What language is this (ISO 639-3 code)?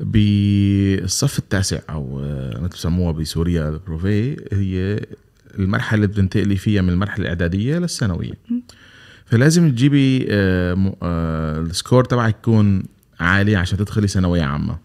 arz